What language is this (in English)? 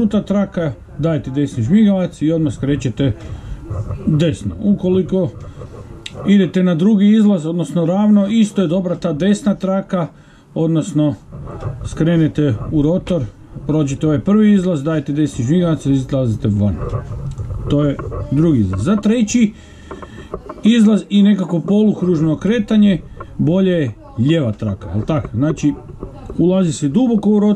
Croatian